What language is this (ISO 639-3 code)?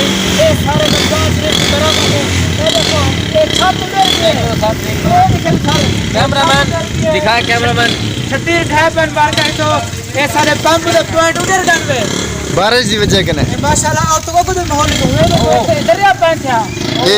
skr